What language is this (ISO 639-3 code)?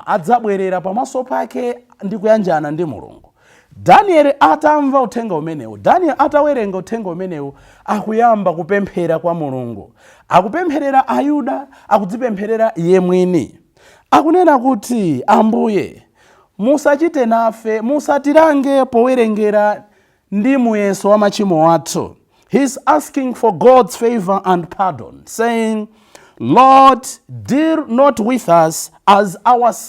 nya